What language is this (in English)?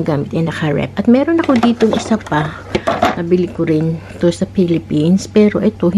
Filipino